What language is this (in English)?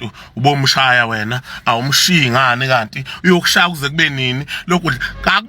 Zulu